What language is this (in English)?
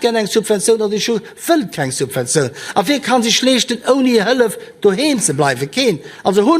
Luxembourgish